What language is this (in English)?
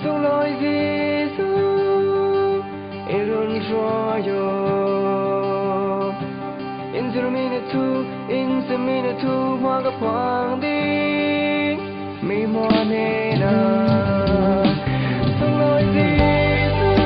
Falam Chin